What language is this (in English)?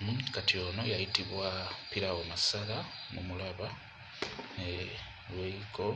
Ganda